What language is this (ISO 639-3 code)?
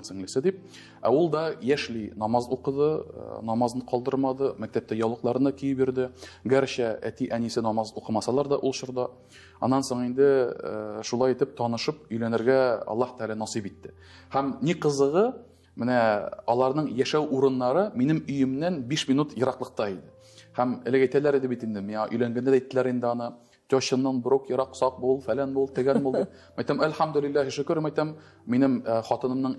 tat